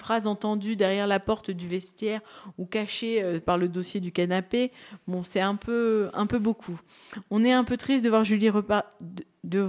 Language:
French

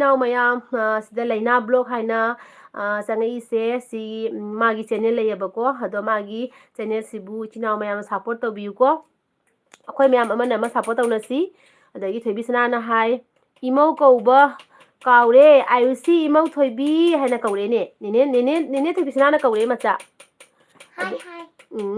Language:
Manipuri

